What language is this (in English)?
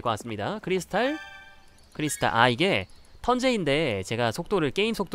Korean